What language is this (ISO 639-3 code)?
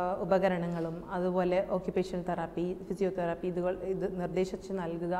mal